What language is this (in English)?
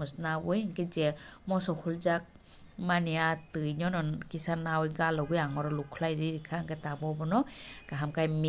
Kok Borok